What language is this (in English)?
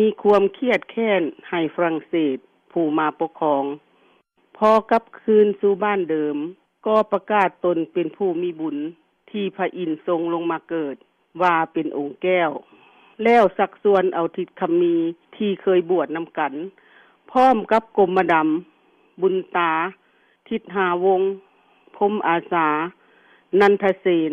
Lao